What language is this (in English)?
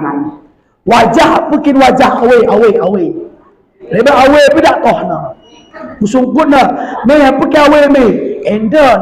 Batak Alas-Kluet